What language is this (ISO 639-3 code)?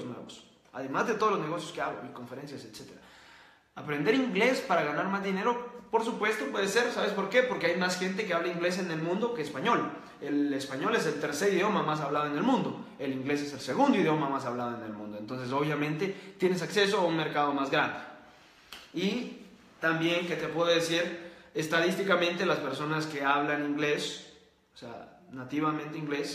spa